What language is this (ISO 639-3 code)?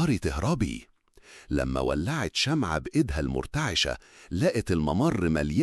arz